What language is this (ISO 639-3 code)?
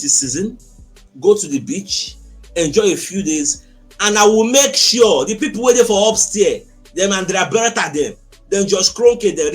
pcm